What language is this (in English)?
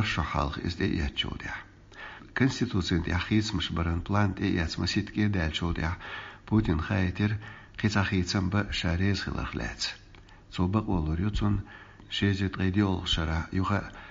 Chechen